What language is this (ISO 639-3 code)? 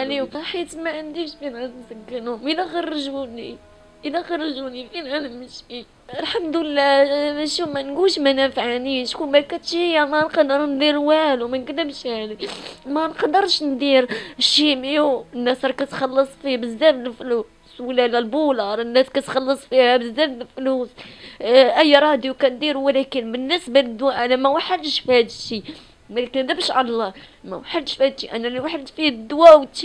ary